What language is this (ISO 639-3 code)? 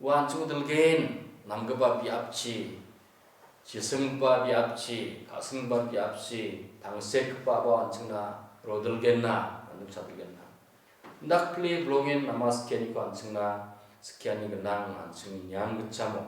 grt